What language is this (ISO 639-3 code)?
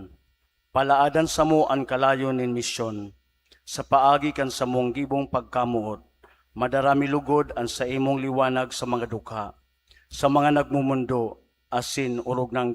bik